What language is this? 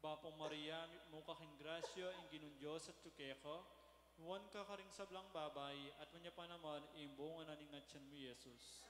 Pampanga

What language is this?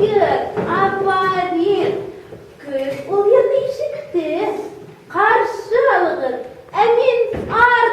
Bashkir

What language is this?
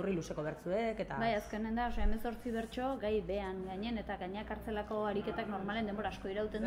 Basque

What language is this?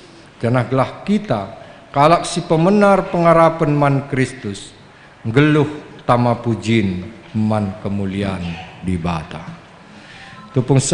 Batak Karo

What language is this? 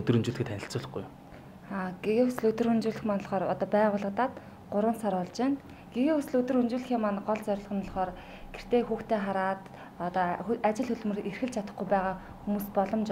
Mongolian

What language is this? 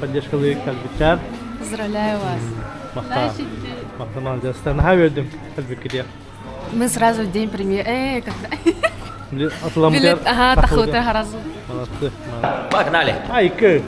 Yakut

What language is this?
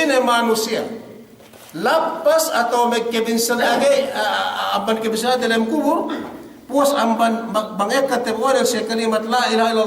Yakan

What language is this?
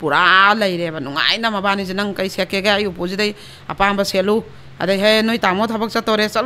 Manipuri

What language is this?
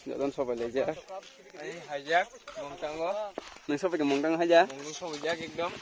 Kok Borok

